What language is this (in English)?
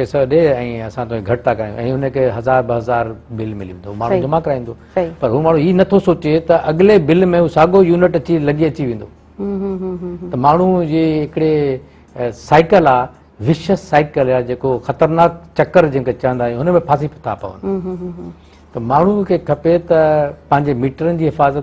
Sindhi